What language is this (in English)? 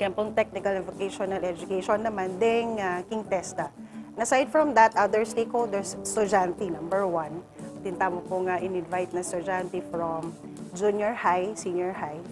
Pampanga